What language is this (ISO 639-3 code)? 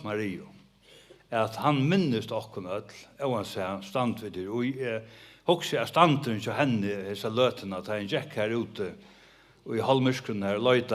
fao